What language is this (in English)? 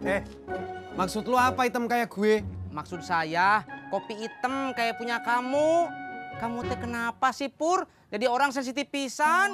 Betawi